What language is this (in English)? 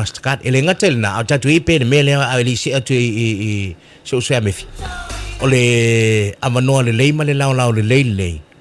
Samoan